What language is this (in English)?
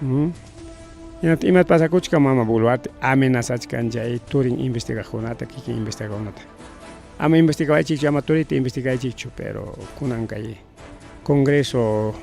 Ayacucho Quechua